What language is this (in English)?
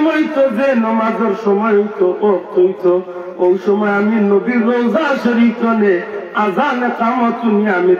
Sylheti